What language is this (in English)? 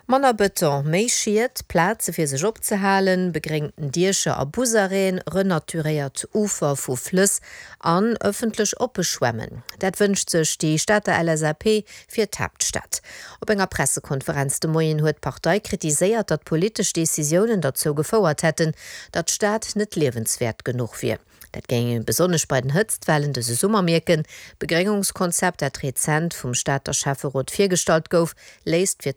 Luxembourgish